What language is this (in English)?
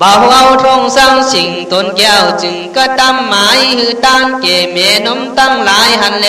Khün